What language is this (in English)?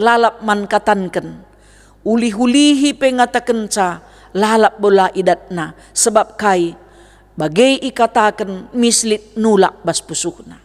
Batak Karo